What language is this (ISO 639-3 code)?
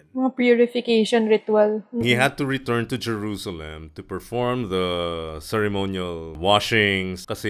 fil